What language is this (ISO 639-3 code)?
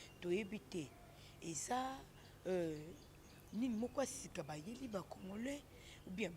lin